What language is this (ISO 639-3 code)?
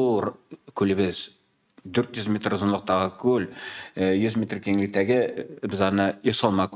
tat